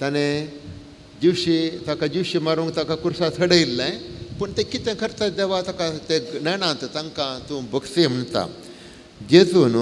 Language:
Konkani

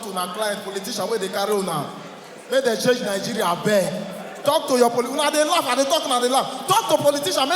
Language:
Nigerian Pidgin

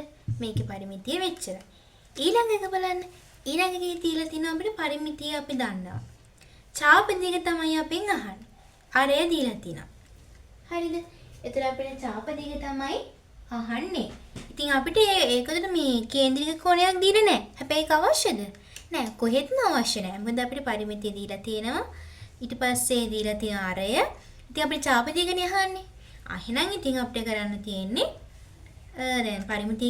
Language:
Sinhala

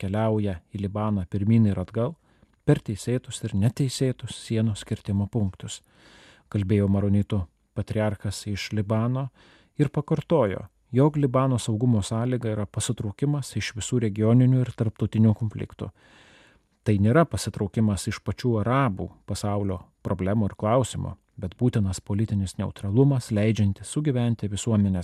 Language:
Lithuanian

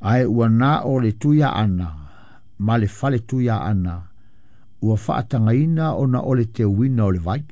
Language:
Samoan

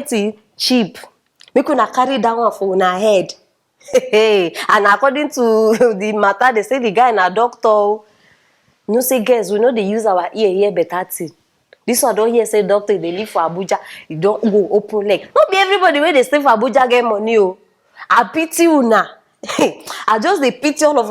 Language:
Nigerian Pidgin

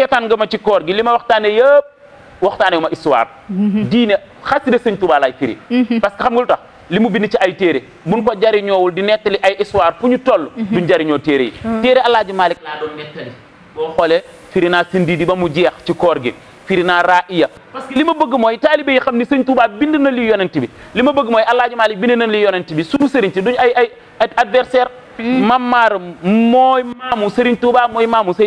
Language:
Wolof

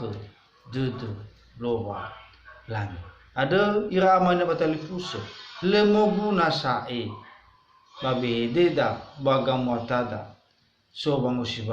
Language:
Nias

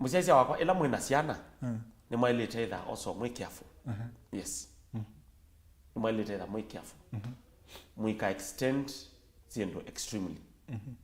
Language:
Kamba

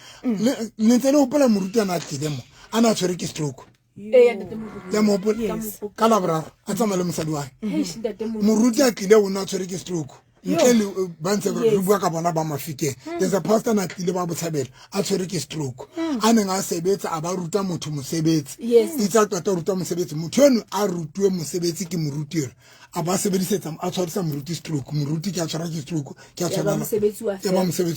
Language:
Southern Sotho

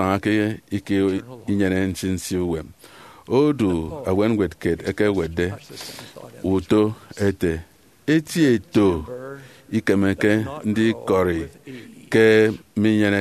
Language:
Efik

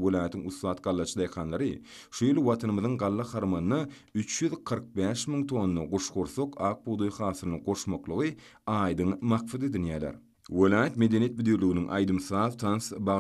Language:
Turkmen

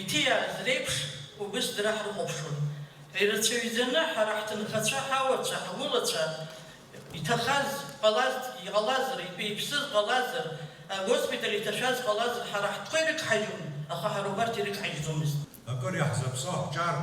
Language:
Abkhazian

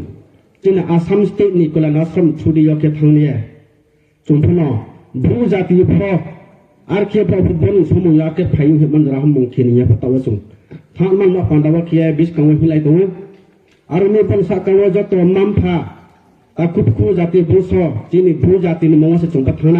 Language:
Riang (India)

